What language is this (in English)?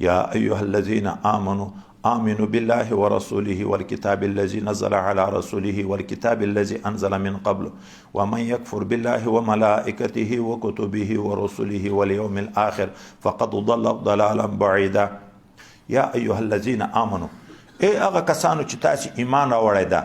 Pashto